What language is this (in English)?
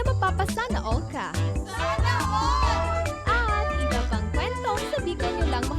Bikol